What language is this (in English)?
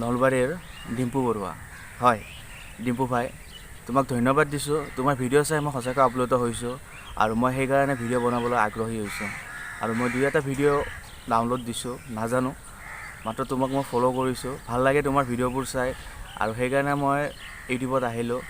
Assamese